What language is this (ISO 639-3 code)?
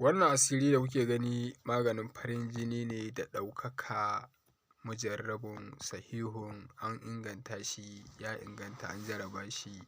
hau